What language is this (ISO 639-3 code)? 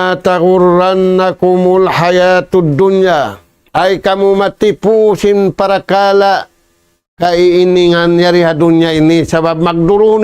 tsg